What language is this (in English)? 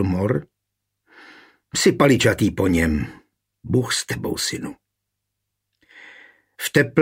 Czech